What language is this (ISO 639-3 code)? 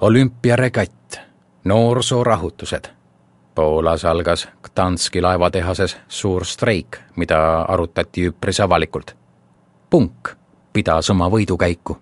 est